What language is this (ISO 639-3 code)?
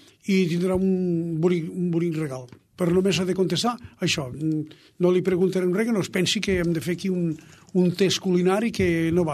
cat